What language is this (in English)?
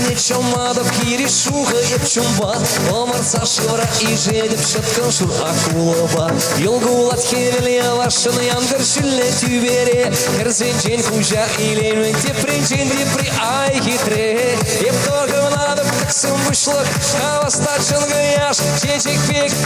Chuvash